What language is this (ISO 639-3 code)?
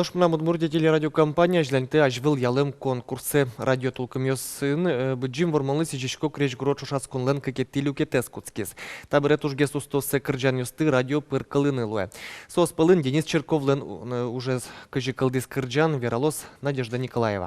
udm